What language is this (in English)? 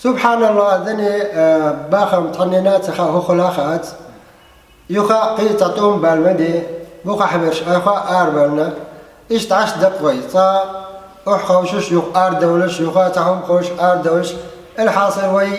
Chechen